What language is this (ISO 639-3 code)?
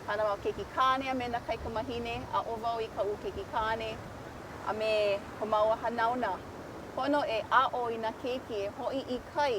haw